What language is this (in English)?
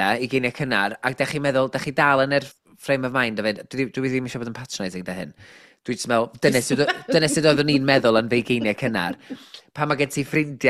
Welsh